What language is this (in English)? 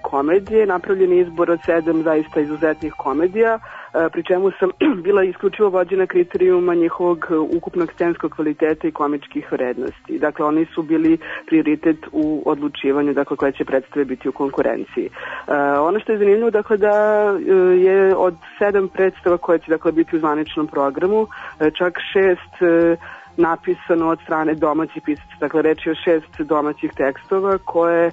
Serbian